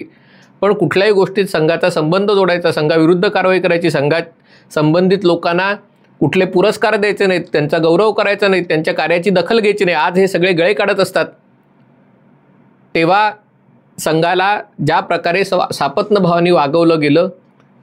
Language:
Marathi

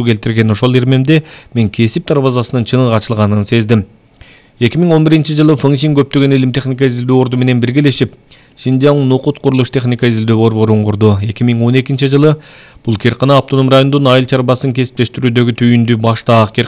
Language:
Kyrgyz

